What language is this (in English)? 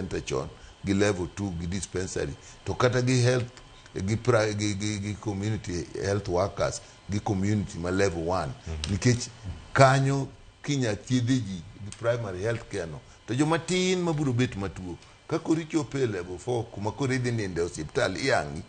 Luo (Kenya and Tanzania)